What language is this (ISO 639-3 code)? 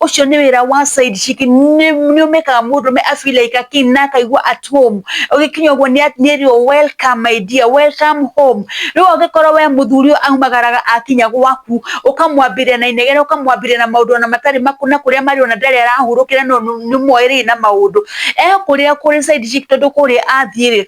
kik